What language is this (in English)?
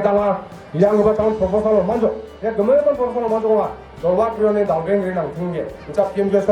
Garo